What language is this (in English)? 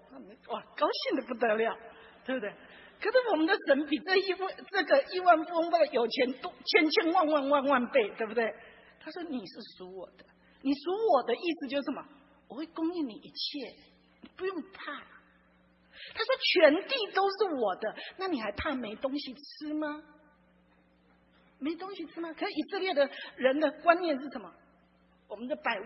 Chinese